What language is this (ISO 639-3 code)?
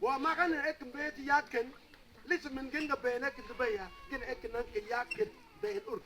mfz